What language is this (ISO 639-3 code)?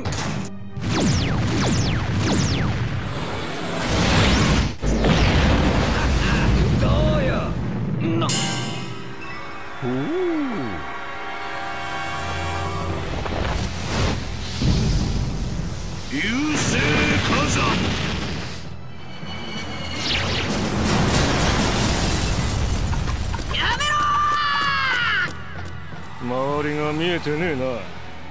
jpn